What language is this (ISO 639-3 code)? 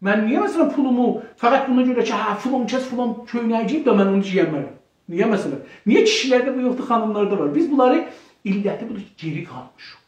azb